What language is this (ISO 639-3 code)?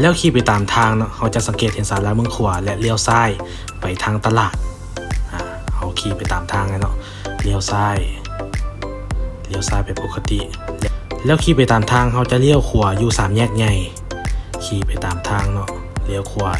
lao